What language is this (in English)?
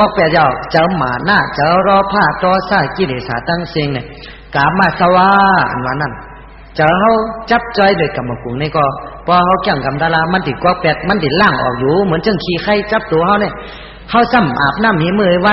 Shan